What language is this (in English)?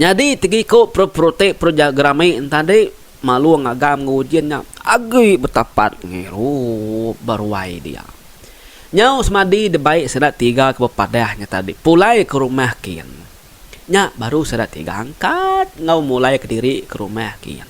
Iban